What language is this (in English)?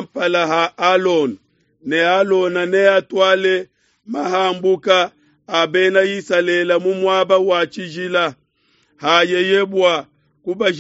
Luba-Lulua